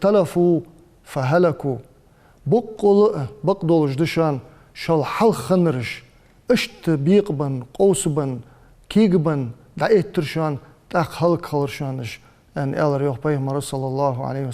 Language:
Ingush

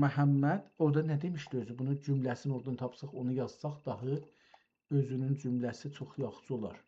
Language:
South Azerbaijani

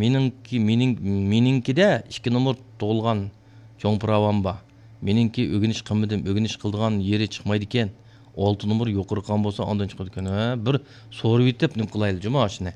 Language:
Uyghur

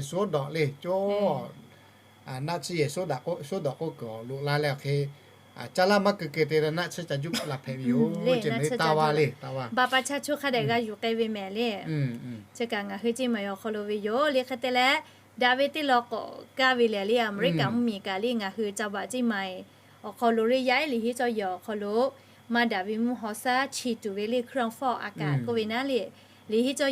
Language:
Lahu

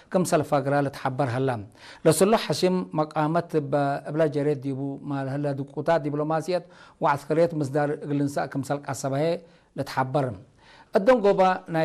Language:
Tigre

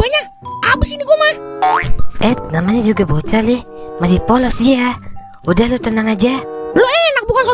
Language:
Betawi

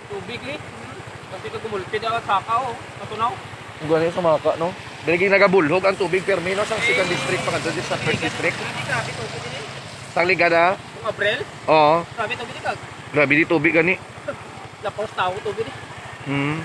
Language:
Hiligaynon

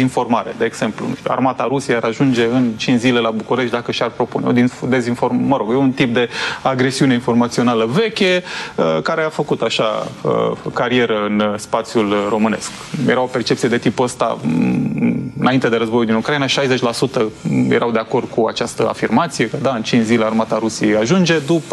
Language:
Romanian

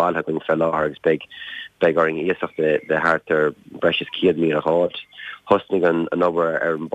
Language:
Irish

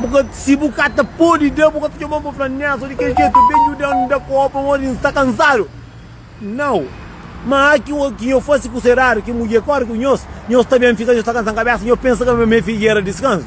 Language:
Kabuverdianu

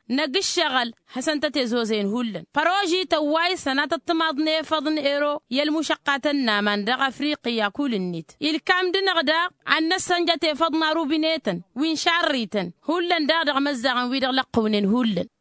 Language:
Tamasheq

